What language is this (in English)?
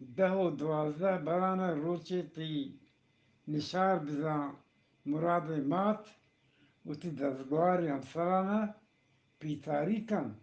Eastern Balochi